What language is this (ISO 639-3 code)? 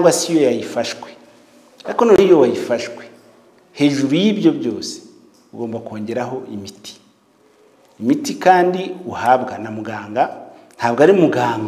kin